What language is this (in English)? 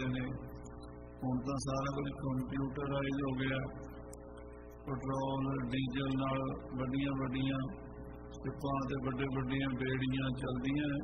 Punjabi